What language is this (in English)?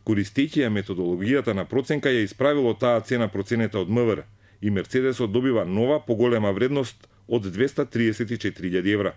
Macedonian